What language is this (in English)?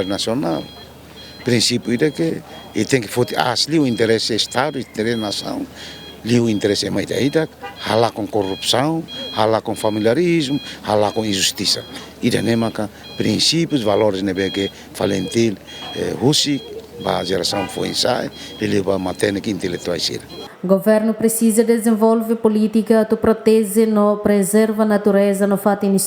Tetum